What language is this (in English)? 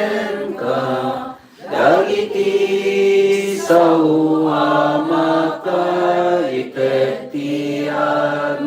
Iloko